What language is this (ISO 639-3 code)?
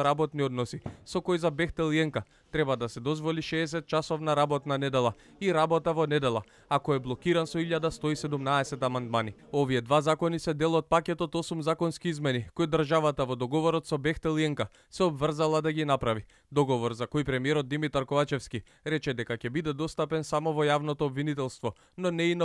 mkd